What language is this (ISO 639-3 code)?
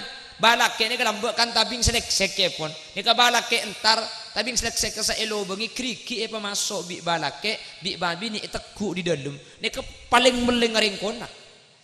mad